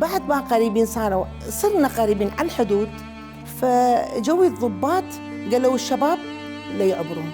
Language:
Mesopotamian Arabic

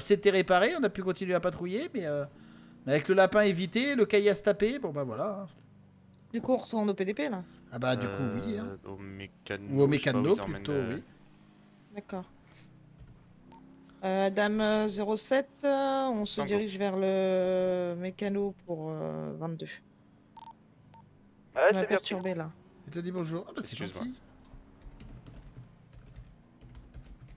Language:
French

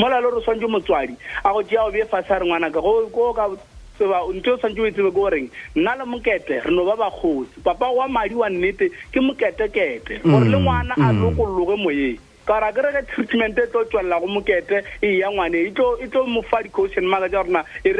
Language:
Northern Sotho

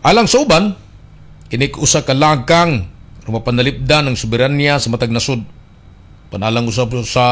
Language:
Cebuano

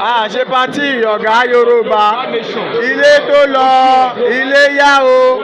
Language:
Yoruba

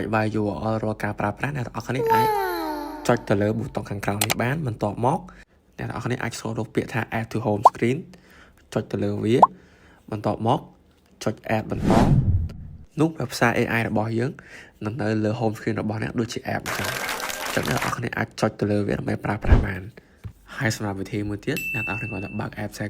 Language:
Khmer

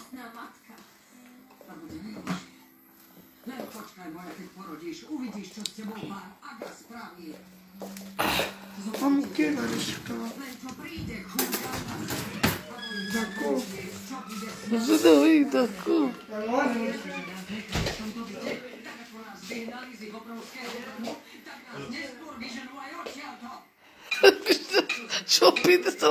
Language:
Slovak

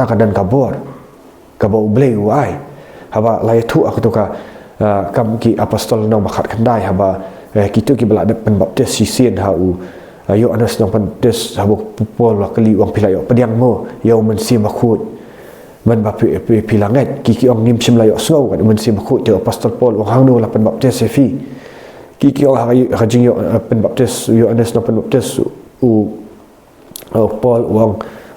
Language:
Khasi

